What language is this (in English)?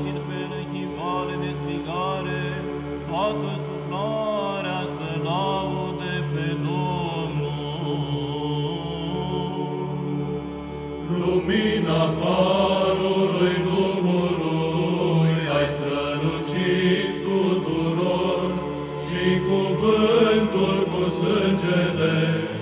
Romanian